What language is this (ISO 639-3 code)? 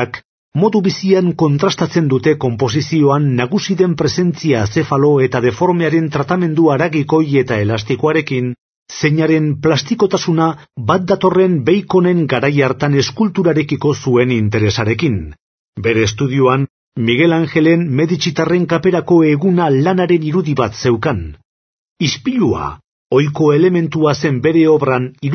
eus